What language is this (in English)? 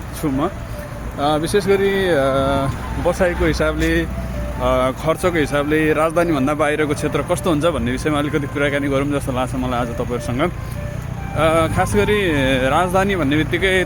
Nepali